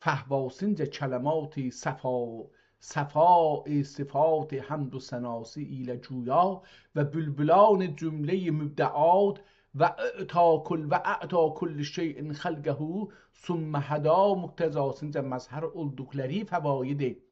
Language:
South Azerbaijani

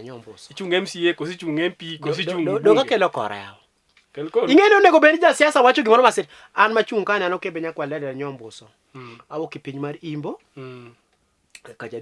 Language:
Luo (Kenya and Tanzania)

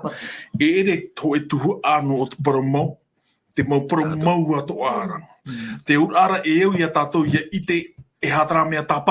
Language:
Tahitian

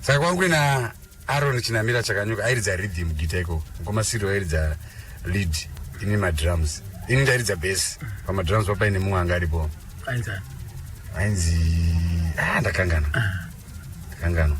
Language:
Shona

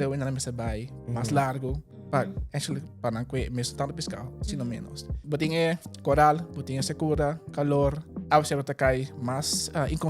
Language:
Papiamento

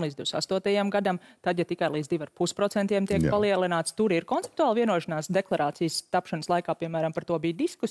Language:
Latvian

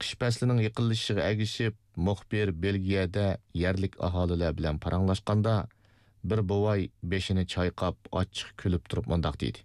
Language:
Uyghur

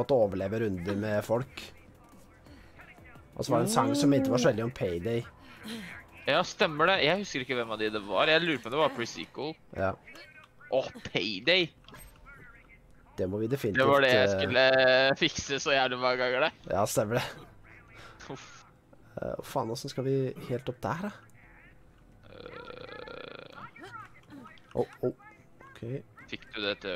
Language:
Norwegian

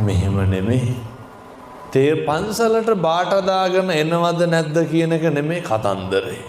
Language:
Sinhala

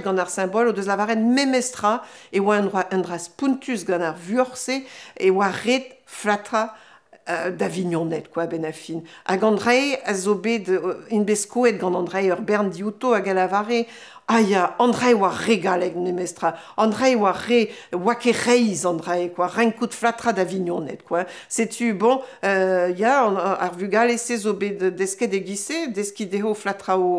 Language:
Breton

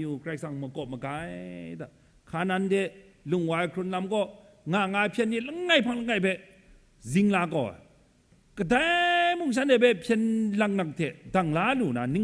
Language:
Kachin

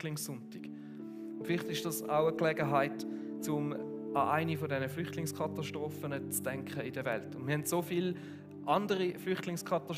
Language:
Swiss German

